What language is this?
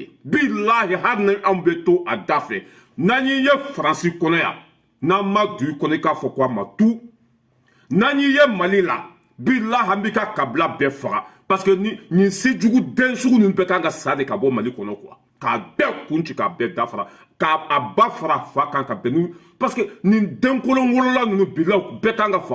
Bambara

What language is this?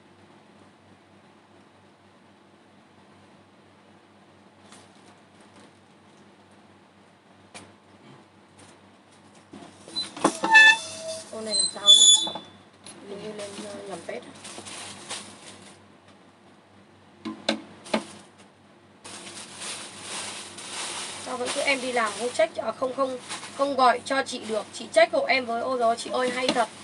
Vietnamese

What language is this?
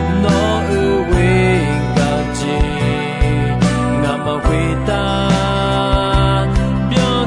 Akha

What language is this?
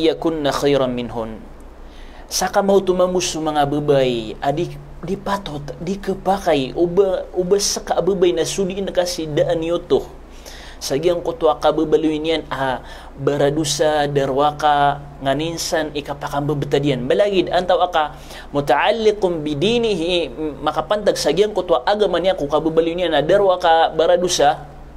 Maranao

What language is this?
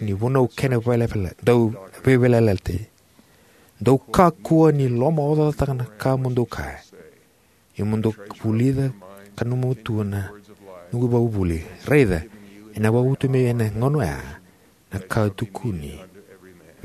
Fijian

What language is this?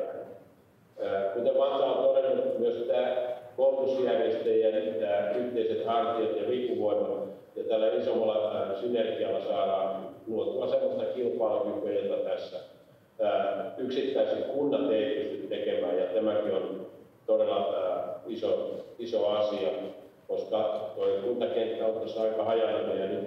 Finnish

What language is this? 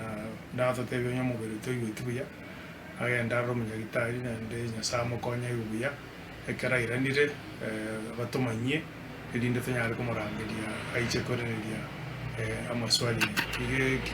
Gusii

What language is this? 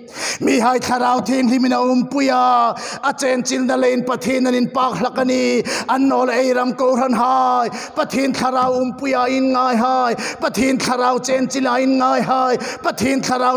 Hmar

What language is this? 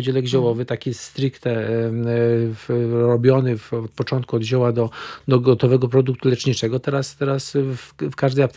Polish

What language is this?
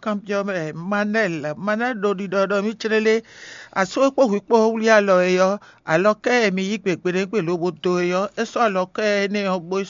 Fon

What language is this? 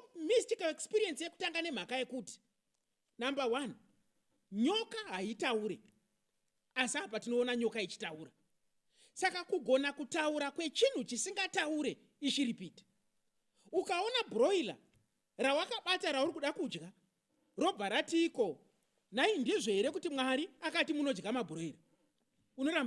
Shona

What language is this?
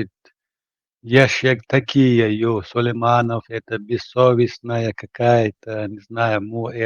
Chechen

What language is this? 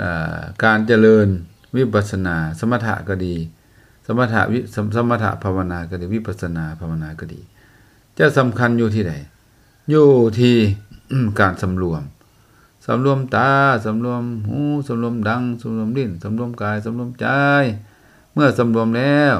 Lao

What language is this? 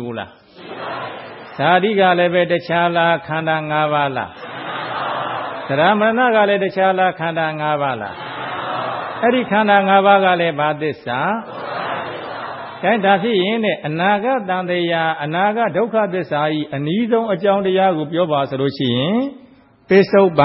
Burmese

